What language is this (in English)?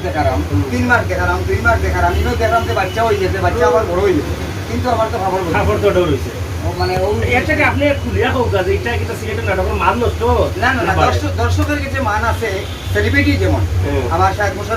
Sylheti